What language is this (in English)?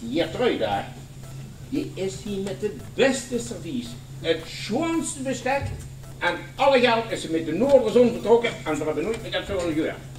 Limburgish